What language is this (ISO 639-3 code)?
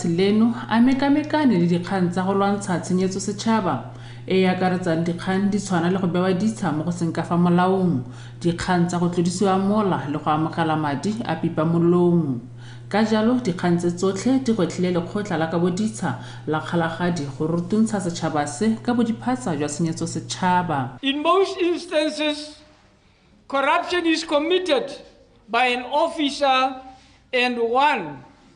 tsn